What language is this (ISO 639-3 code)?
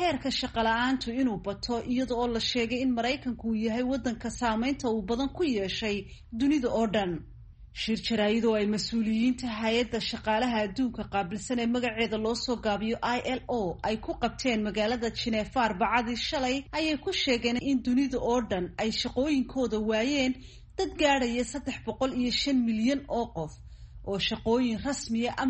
som